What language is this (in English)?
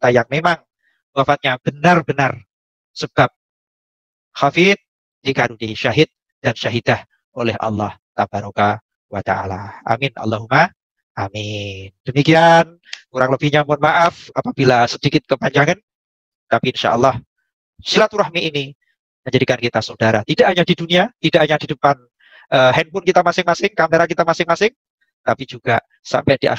Indonesian